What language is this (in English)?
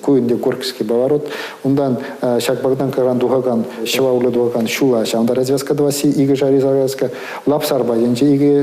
Chuvash